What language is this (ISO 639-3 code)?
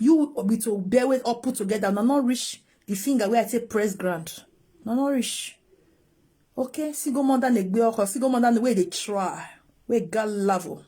pcm